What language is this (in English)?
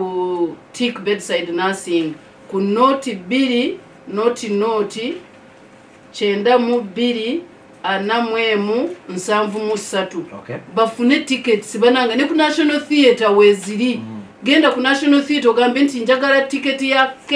Ganda